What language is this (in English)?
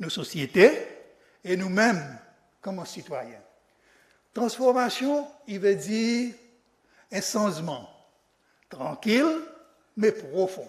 Seselwa Creole French